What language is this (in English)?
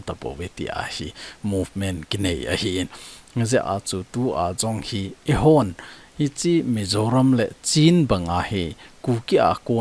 Thado Chin